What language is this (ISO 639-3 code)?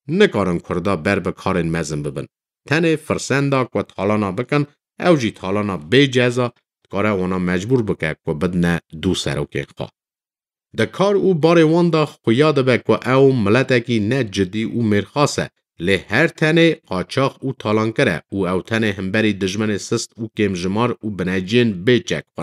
kur